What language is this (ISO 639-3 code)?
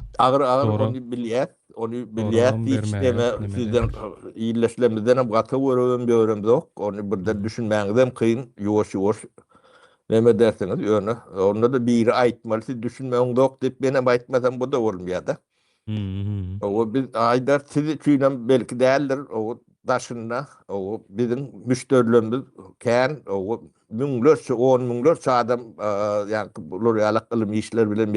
tuk